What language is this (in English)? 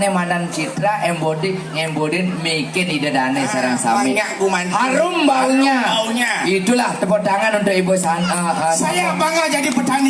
Balinese